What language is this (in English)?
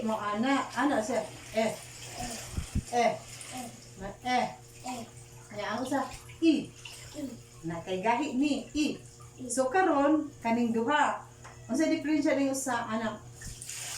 Cebuano